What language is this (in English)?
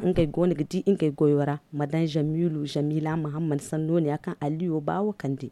Zarma